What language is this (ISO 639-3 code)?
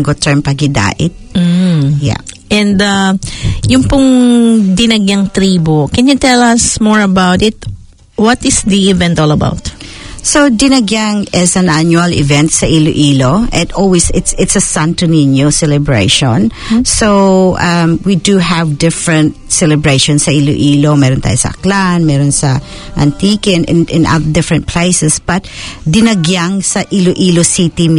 fil